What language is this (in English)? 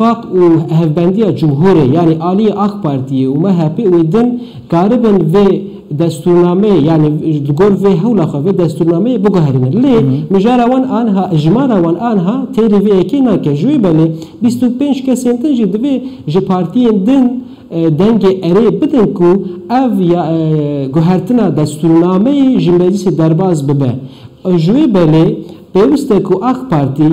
Kurdish